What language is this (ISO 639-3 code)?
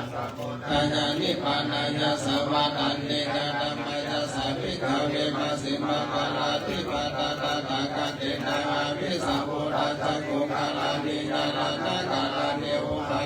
pli